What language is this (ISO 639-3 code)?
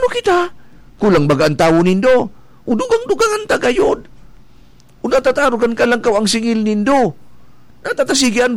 bik